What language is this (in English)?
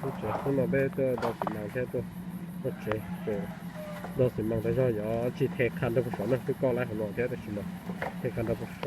Hmong